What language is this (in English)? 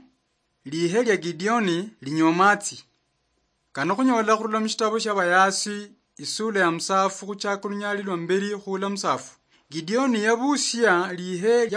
Luyia